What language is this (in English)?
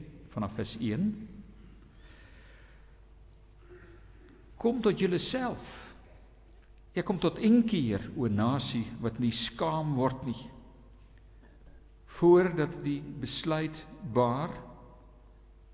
Afrikaans